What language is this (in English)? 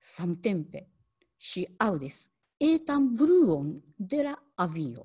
Esperanto